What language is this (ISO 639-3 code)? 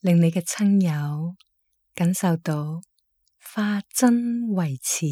yue